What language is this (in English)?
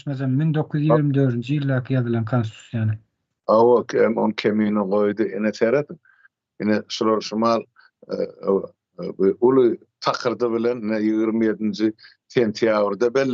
Turkmen